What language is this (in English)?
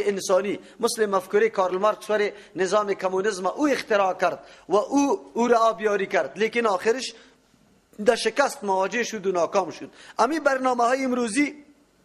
Persian